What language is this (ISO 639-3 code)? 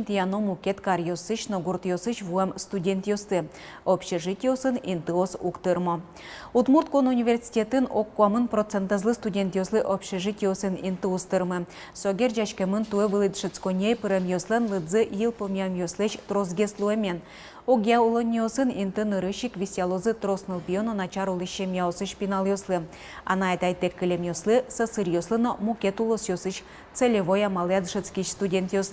udm